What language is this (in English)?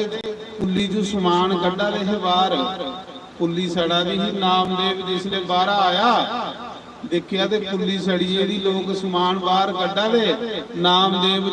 Dogri